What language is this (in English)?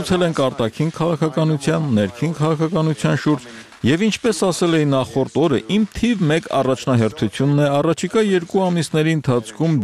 Armenian